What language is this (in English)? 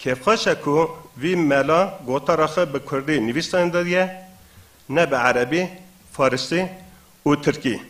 Kurdish